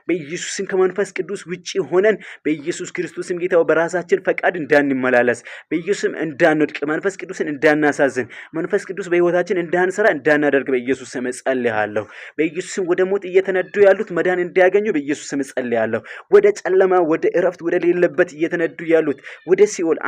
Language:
Amharic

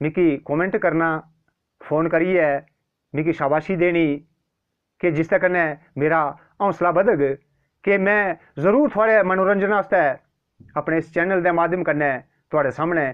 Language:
Dogri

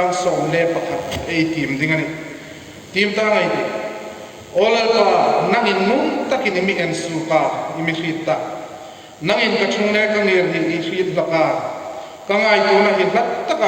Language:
Hmar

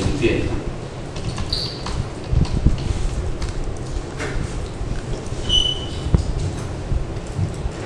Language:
Chinese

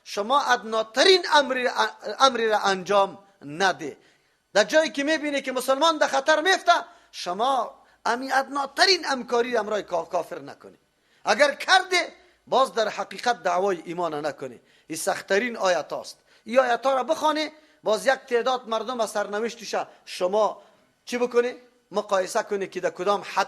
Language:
Persian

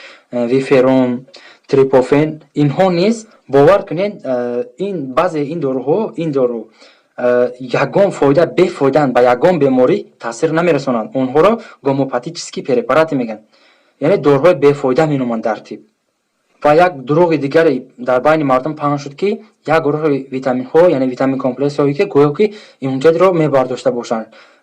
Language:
Tajik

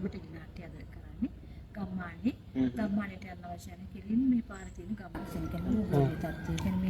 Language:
Sinhala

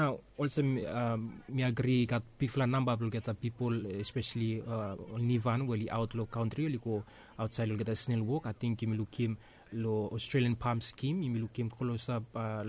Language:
Bislama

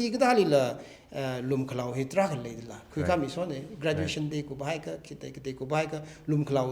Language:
Tangkhul Naga (India)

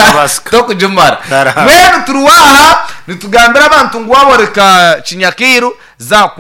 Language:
Nyankole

